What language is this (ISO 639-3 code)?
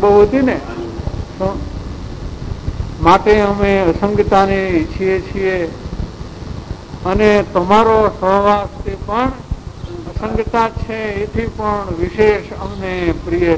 guj